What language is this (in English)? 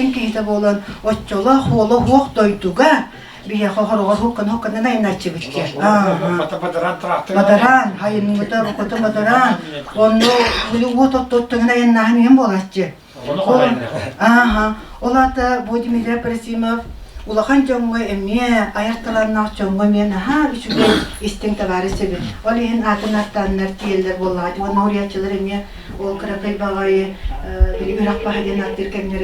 Yakut